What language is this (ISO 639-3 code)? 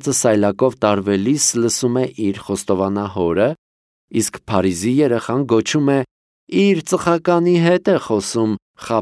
hye